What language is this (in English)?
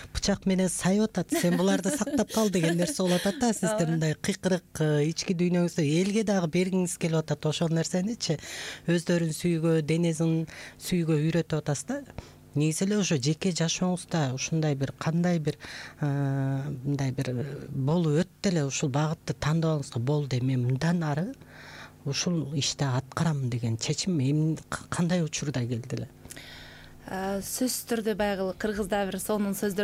Kyrgyz